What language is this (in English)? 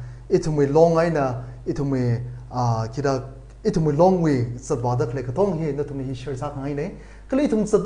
Tangkhul Naga (India)